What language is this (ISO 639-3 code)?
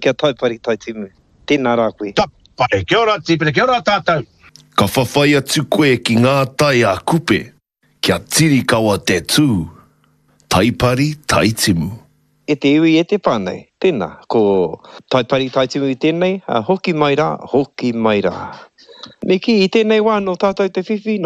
mri